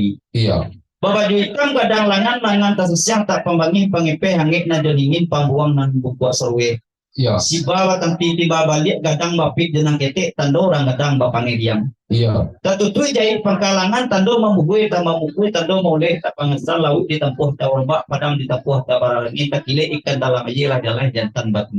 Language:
Minangkabau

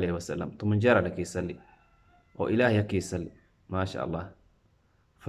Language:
Somali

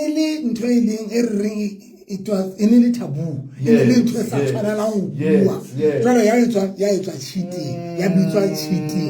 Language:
Southern Sotho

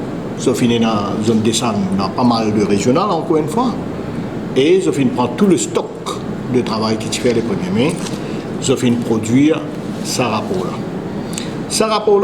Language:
Morisyen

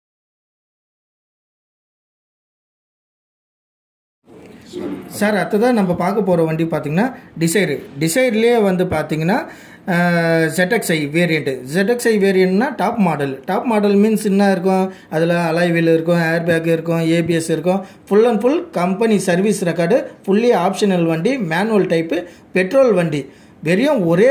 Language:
Tamil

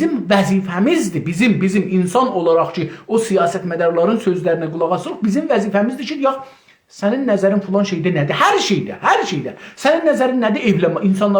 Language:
South Azerbaijani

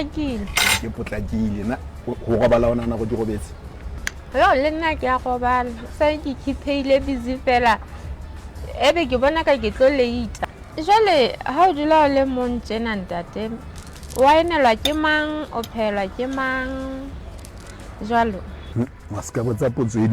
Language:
Southern Sotho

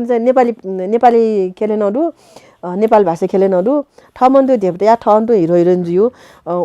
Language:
Newari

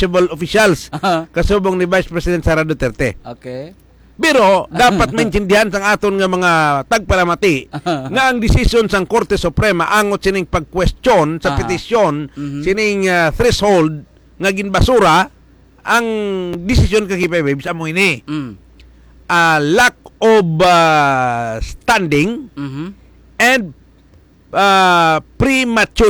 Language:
Hiligaynon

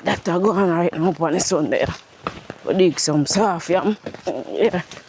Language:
Jamaican Creole English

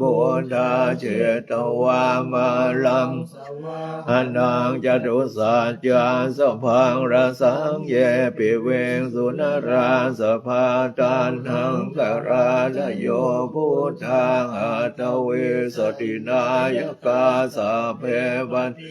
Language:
Pali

